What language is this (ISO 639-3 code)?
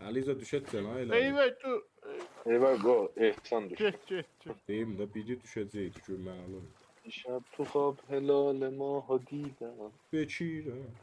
azb